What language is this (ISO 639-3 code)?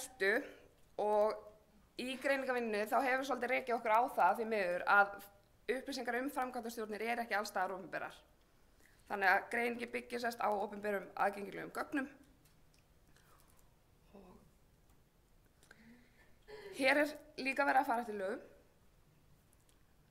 isl